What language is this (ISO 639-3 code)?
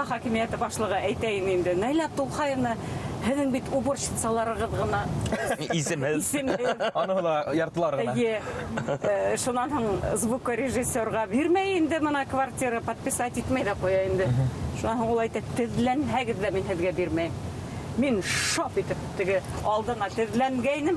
bak